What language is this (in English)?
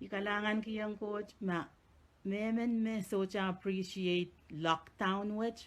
Pohnpeian